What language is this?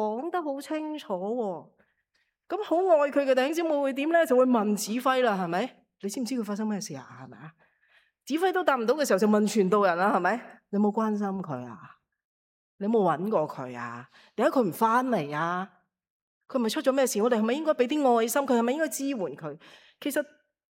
Cantonese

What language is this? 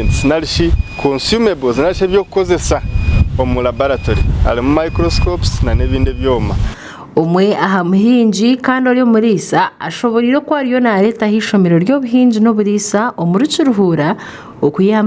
Nyankole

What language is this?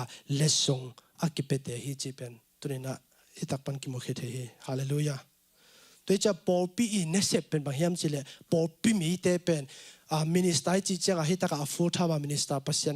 Tedim Chin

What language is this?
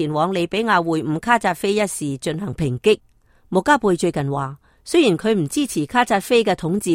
Cantonese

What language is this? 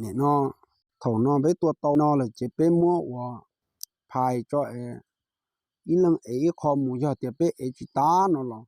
Hmong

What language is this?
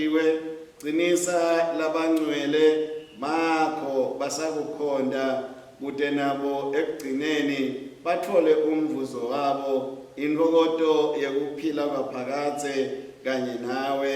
Swati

